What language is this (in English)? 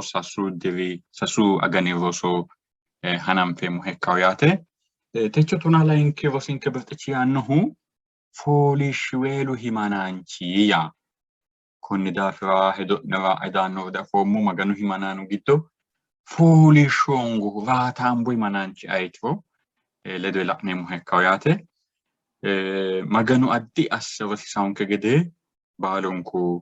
Sidamo